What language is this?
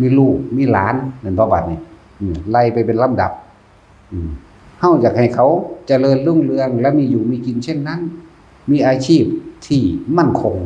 Northeastern Thai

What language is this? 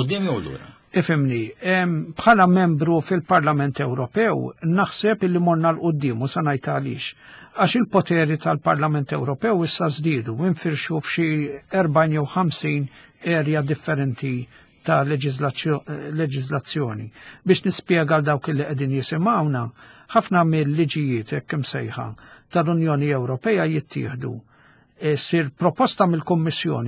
Maltese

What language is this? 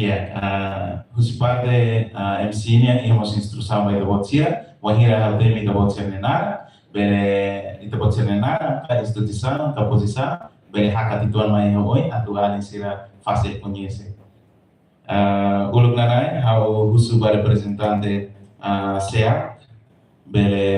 Tetum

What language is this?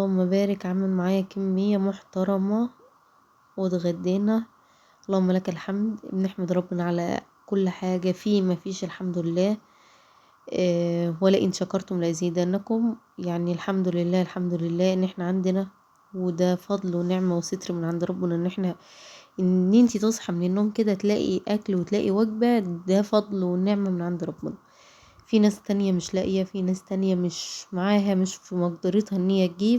Egyptian Arabic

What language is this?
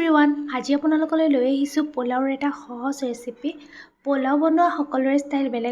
Assamese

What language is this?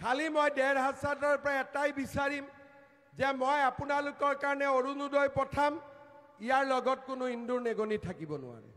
Assamese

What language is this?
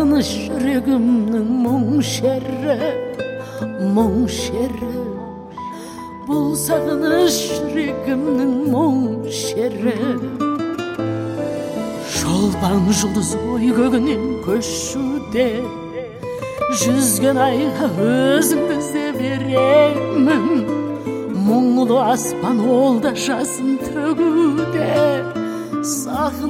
Kazakh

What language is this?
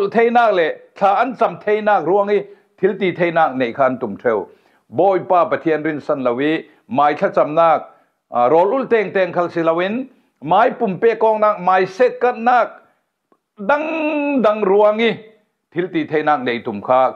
Falam Chin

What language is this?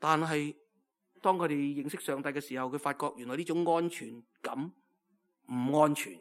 Cantonese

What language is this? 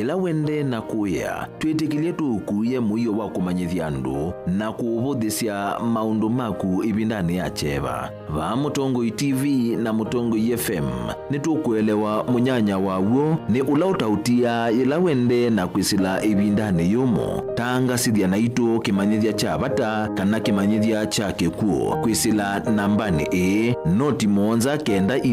Kamba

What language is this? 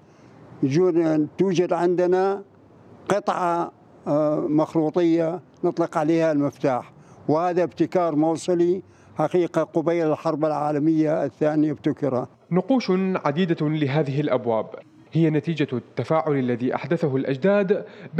Mesopotamian Arabic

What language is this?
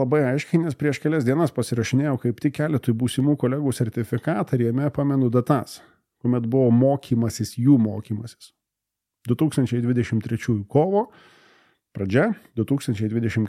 Lithuanian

